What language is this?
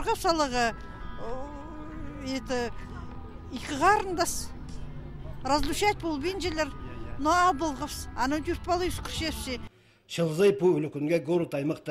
Khakas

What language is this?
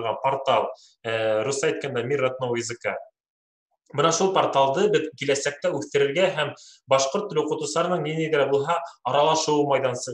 Bashkir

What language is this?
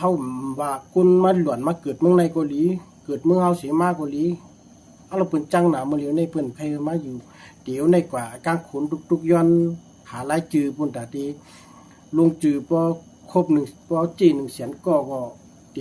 Shan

